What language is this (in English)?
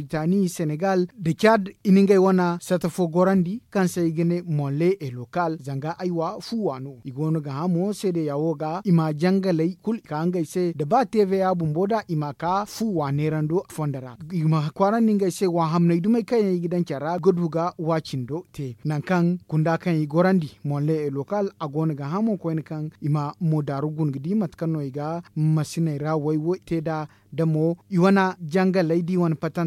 Zarma